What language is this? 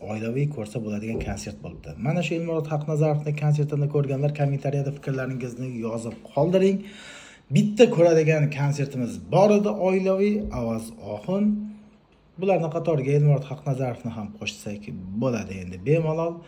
Uzbek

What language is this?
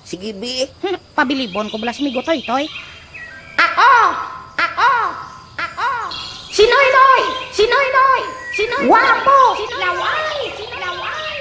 Hiligaynon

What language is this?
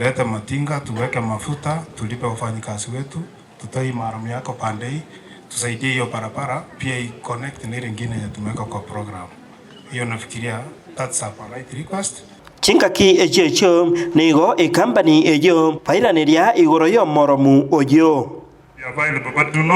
Gusii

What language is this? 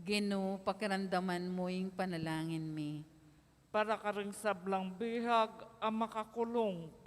Pampanga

